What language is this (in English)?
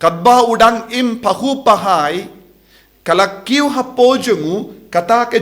Khasi